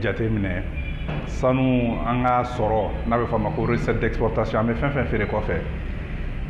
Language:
Bambara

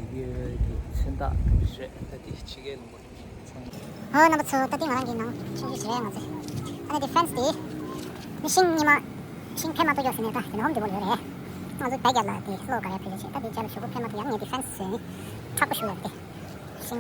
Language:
Tibetan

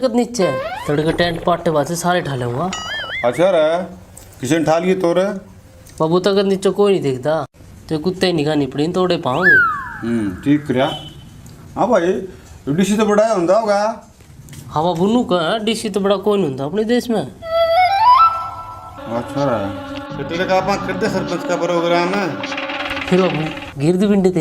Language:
Haryanvi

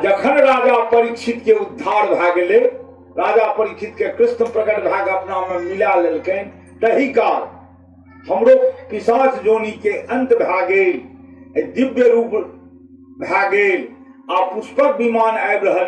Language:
Maithili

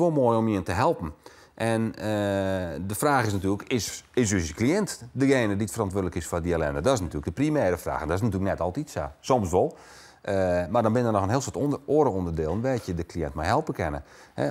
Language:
Western Frisian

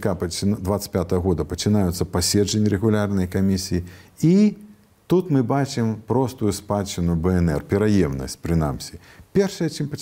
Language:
Belarusian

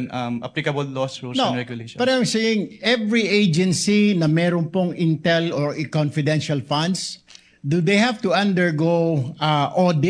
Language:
Filipino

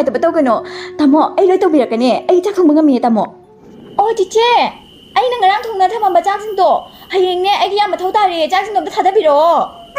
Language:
Manipuri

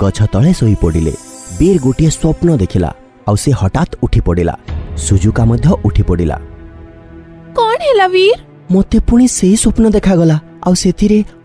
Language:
Odia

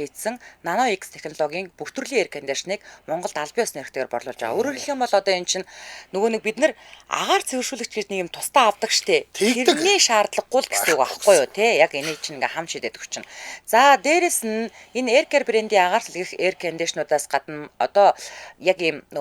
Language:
Mongolian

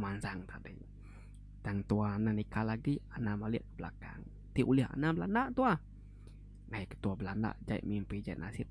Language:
Iban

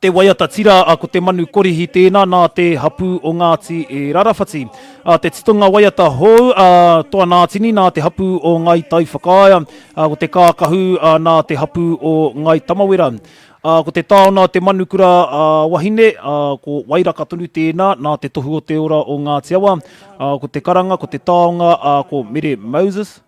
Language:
Māori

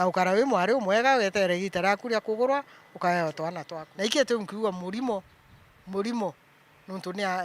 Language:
Meru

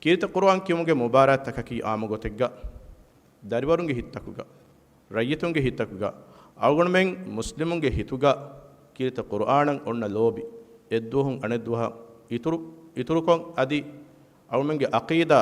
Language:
Divehi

